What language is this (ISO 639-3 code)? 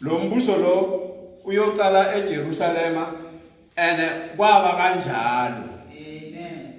zul